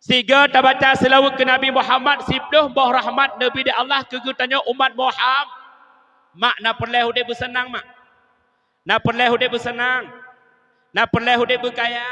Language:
Achinese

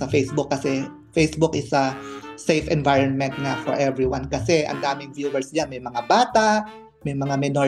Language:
Filipino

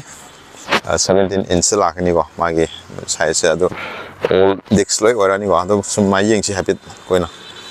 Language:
Manipuri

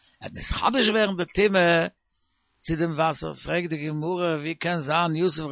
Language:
Yiddish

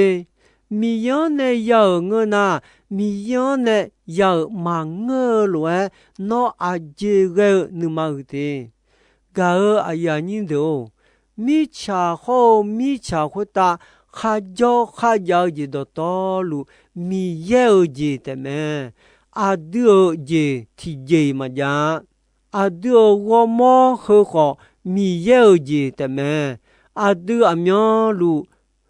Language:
Akha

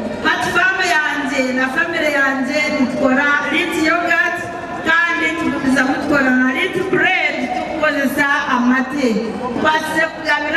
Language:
Nyankole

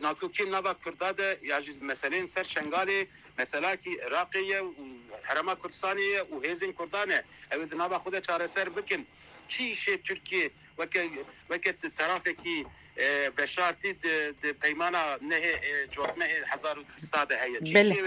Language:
Kurdish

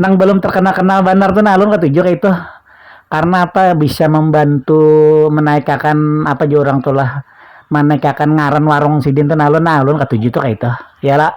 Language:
Banjar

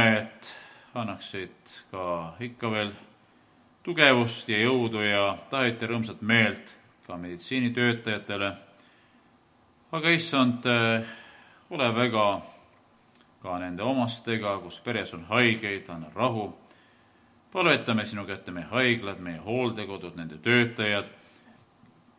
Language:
Estonian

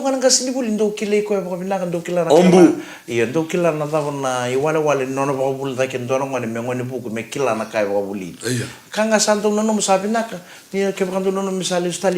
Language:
Fijian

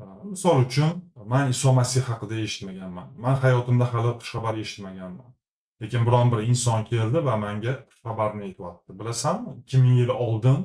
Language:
Uzbek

